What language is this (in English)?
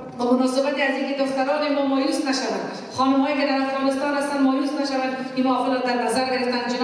Persian